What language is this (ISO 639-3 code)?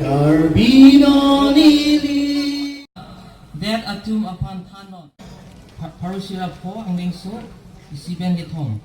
mjw